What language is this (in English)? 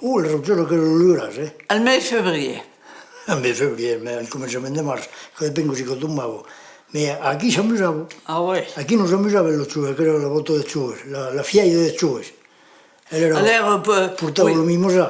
Occitan